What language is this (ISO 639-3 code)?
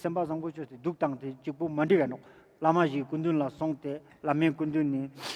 lbj